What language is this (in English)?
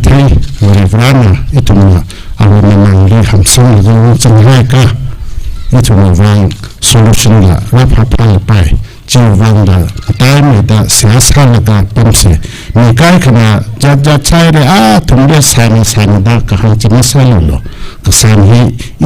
Tangkhul Naga (India)